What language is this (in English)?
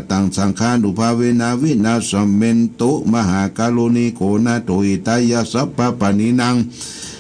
Pali